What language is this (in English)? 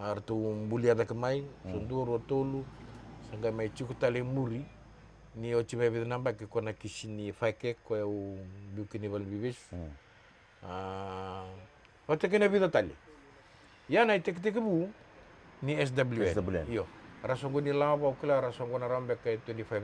Fijian